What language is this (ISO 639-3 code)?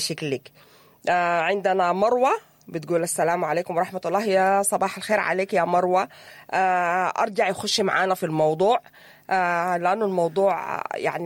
apd